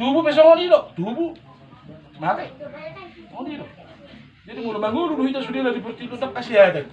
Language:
Batak Toba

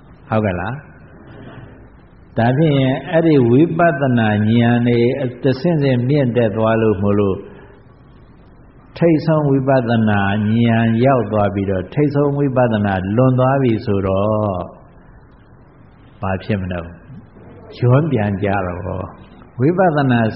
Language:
Burmese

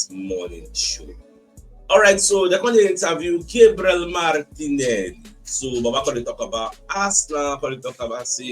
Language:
Nigerian Pidgin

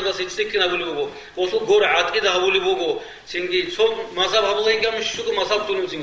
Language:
Avaric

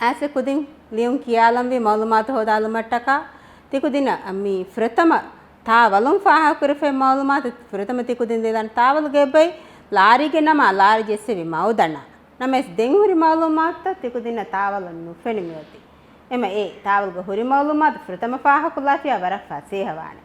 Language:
Divehi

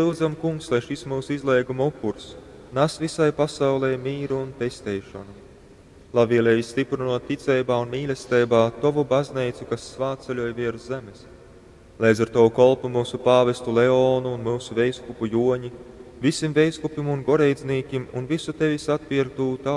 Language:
Latgalian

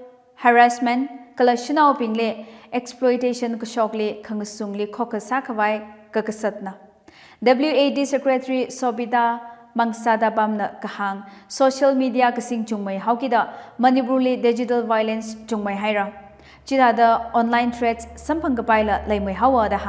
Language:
Tangkhul Naga (India)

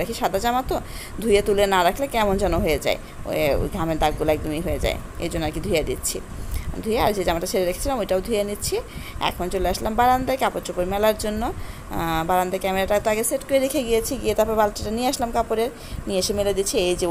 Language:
Bangla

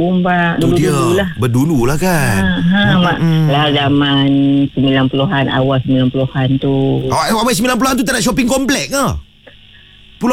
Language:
Malay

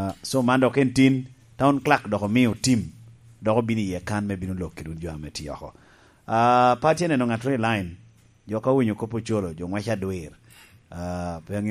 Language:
Lango (Uganda)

